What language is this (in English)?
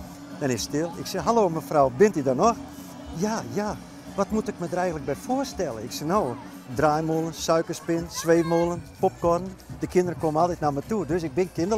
Western Frisian